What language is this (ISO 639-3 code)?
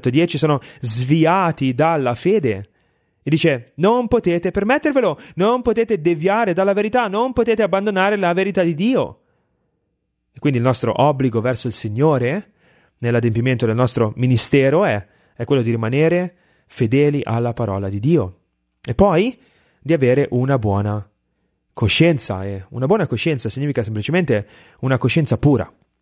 ita